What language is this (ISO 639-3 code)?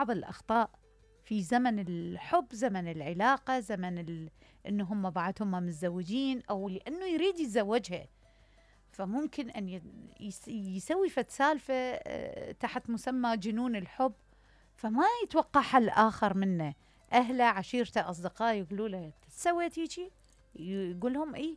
acm